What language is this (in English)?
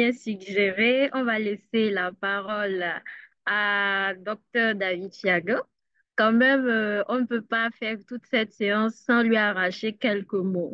French